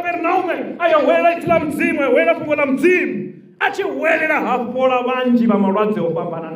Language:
Venda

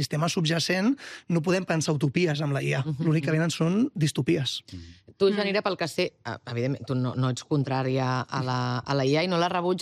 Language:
Catalan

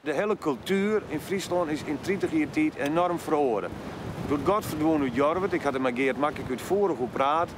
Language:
Western Frisian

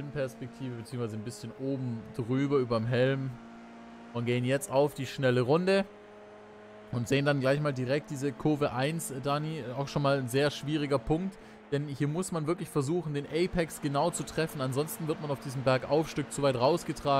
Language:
German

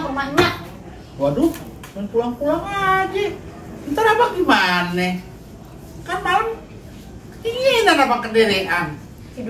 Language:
Betawi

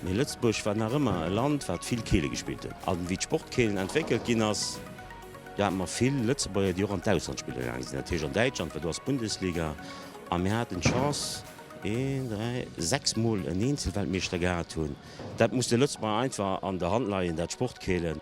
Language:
Luxembourgish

